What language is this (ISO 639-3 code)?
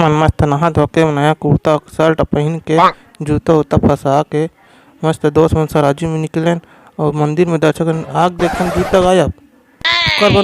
hne